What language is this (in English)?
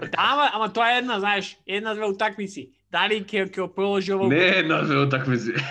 Macedonian